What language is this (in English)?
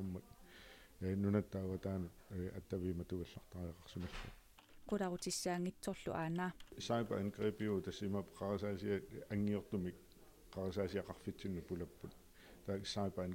Kalaallisut